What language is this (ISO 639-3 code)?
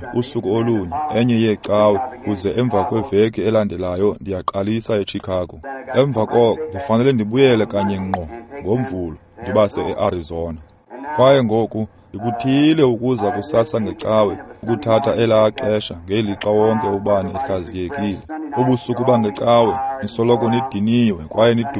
xho